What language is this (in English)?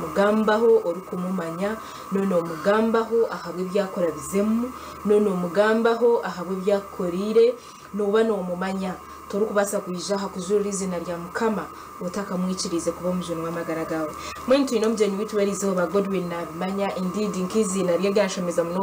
Nyankole